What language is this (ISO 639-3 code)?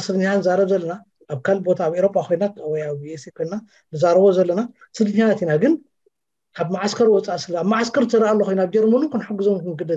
tir